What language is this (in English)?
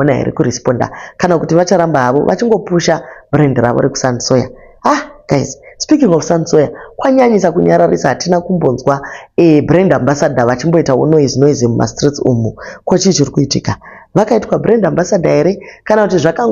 Shona